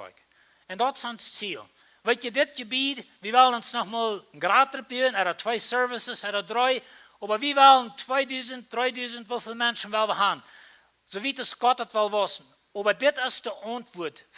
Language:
Plautdietsch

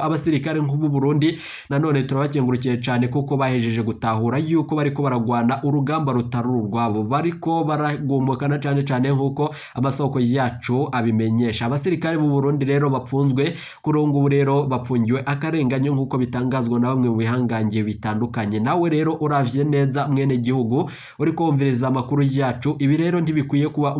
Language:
Rundi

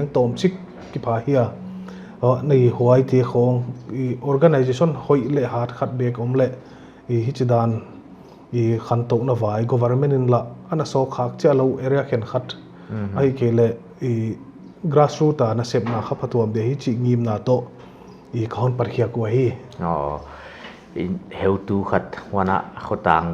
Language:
Paite Chin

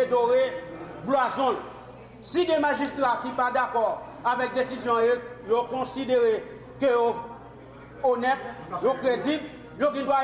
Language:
Haitian Creole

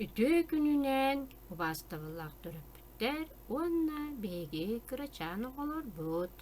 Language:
Yakut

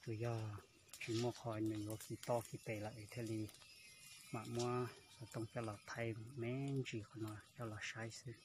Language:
Hmong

